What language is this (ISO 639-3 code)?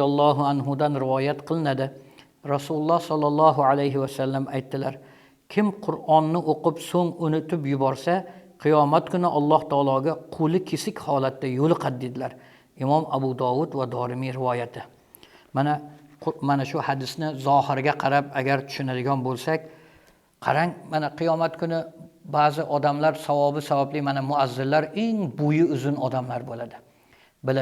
uzb